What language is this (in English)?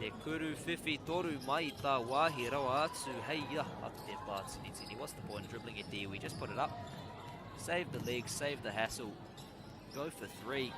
Māori